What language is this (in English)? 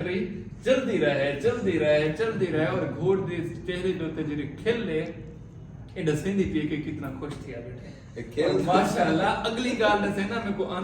Saraiki